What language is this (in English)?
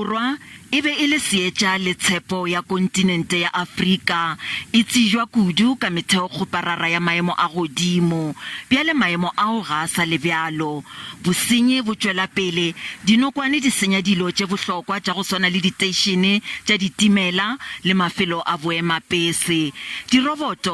Northern Sotho